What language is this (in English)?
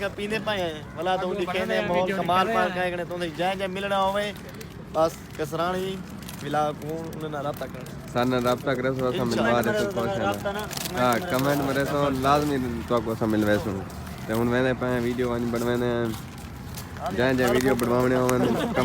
Saraiki